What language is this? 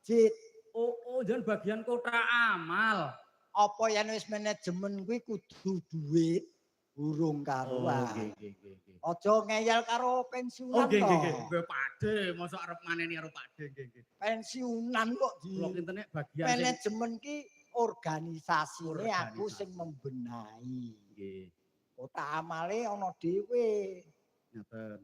Javanese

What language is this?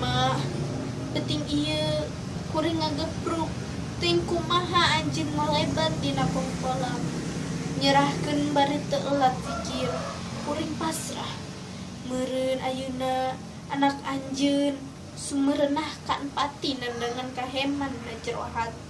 Sundanese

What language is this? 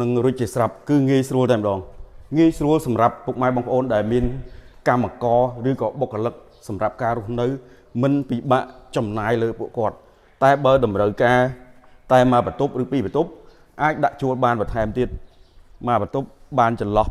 Khmer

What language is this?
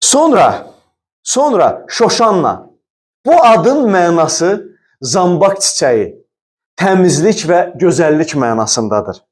Azerbaijani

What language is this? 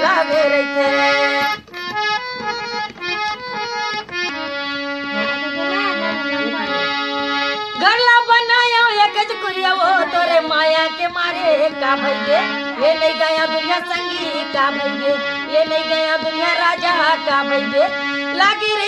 Chhattisgarhi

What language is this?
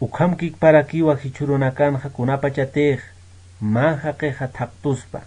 Aymara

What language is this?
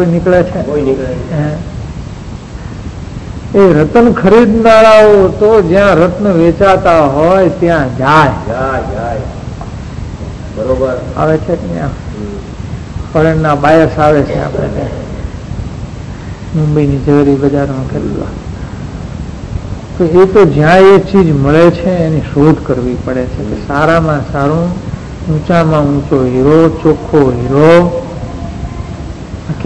Gujarati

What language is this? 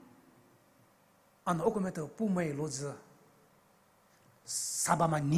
Poumei Naga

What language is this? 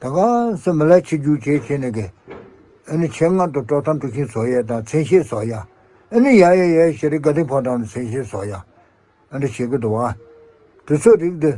Tibetan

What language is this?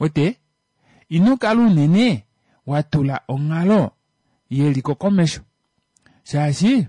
Kuanyama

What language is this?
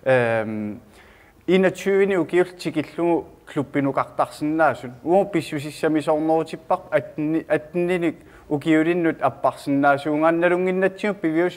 Kalaallisut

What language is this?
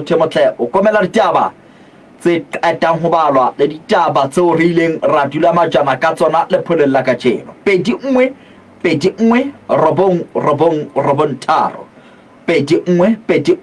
Southern Sotho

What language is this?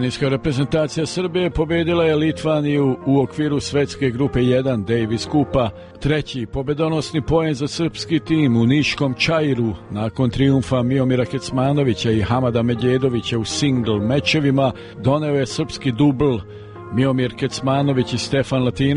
Serbian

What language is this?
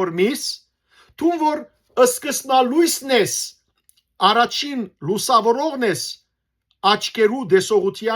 Western Armenian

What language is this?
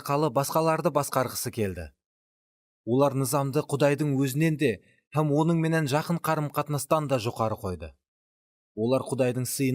Kara-Kalpak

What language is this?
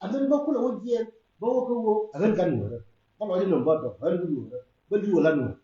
Nuer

